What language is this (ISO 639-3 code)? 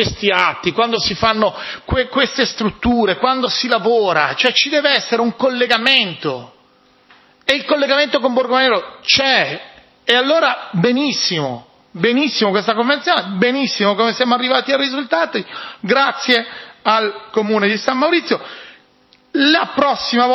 ita